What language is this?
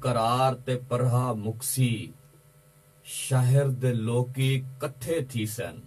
Saraiki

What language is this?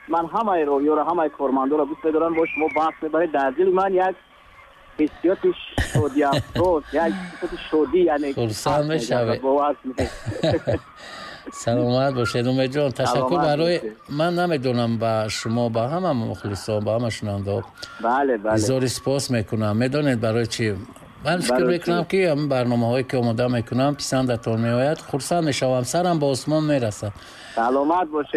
Tajik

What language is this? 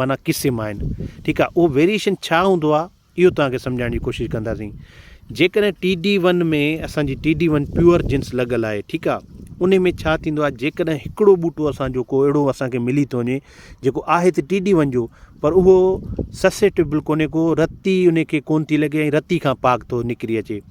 Sindhi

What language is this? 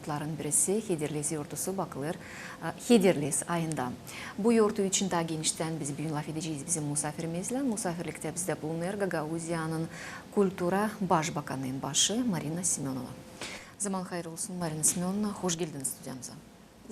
Gagauz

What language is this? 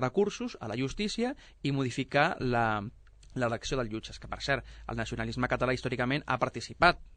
Catalan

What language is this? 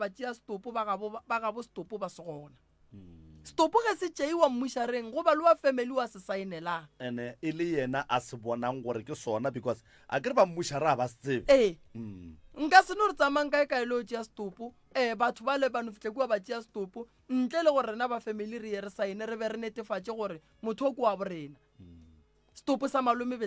Northern Sotho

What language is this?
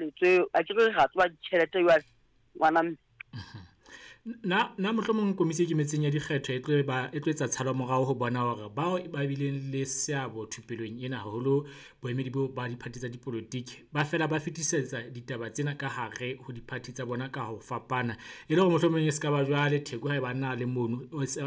Southern Sotho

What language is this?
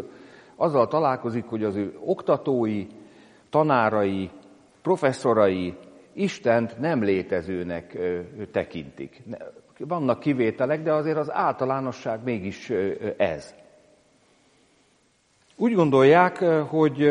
Hungarian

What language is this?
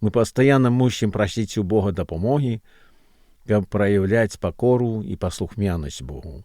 Belarusian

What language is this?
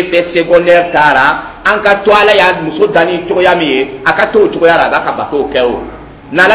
Dyula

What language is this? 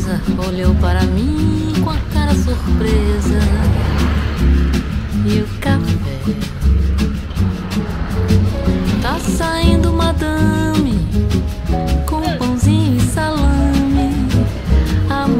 Portuguese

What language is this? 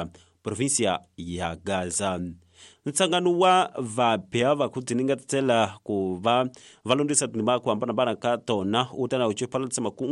Tsonga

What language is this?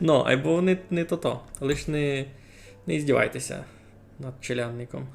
Rusyn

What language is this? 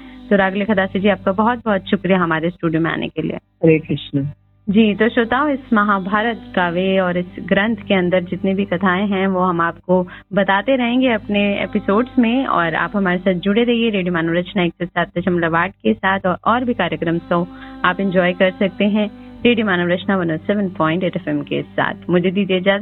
Hindi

